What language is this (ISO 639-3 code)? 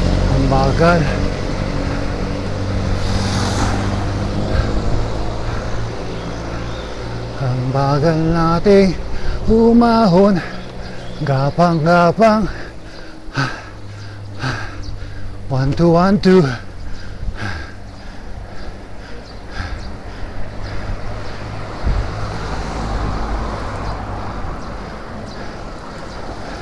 fil